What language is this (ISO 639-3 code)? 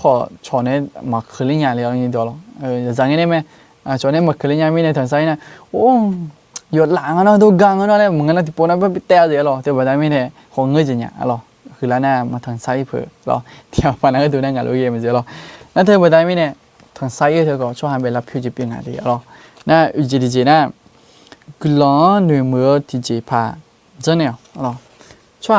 ahk